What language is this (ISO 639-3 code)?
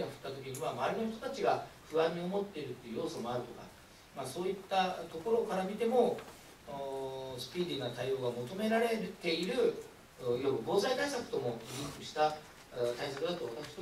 jpn